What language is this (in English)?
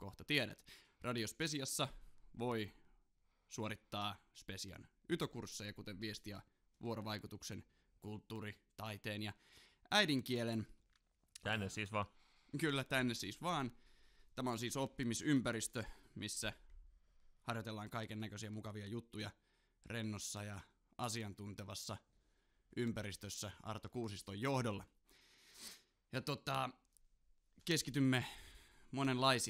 Finnish